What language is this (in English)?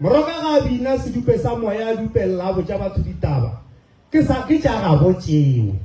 Northern Sotho